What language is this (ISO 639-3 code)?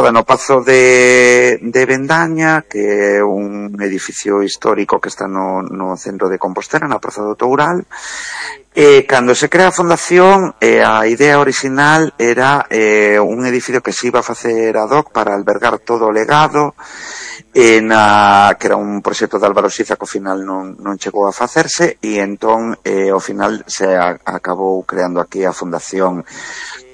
glg